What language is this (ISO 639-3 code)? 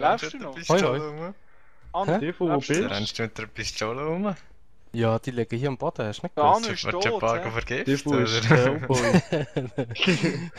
gsw